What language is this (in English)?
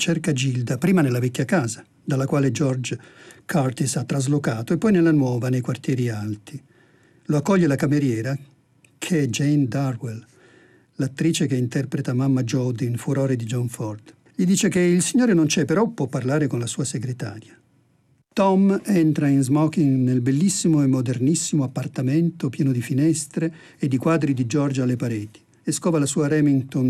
Italian